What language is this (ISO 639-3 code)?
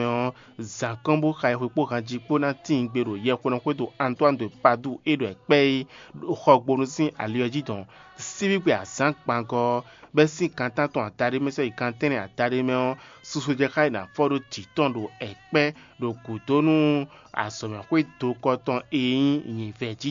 fon